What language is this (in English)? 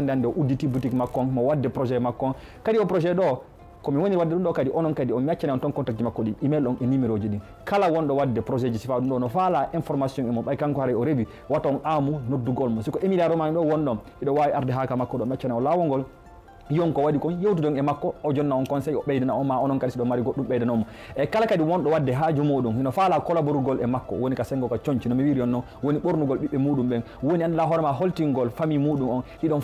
Fula